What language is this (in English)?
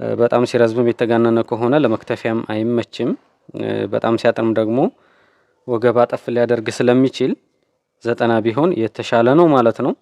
Amharic